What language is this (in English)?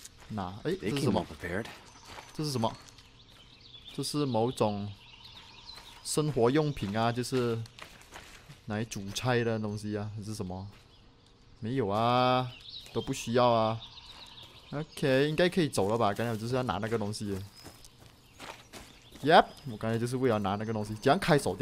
Chinese